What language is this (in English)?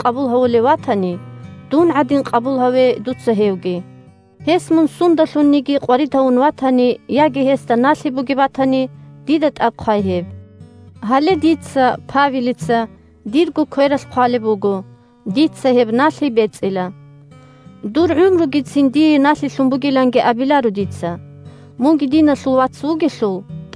Avaric